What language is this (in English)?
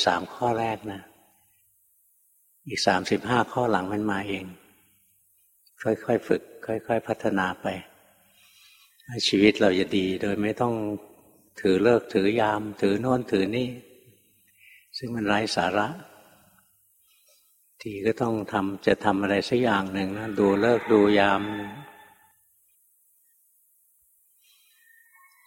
Thai